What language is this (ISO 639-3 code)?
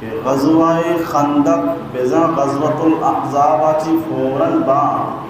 bal